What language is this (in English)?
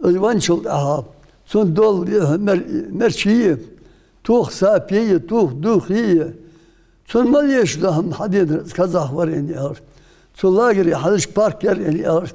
Ingush